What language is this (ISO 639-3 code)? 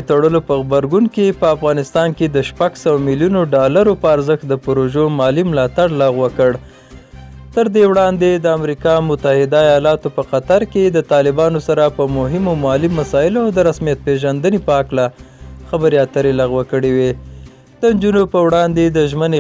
pus